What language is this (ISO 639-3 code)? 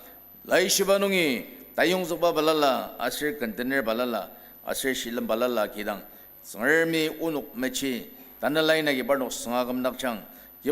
njo